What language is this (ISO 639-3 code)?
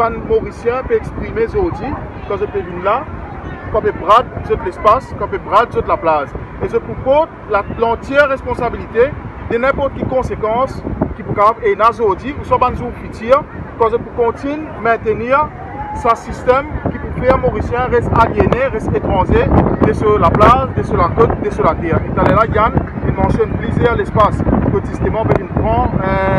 mfe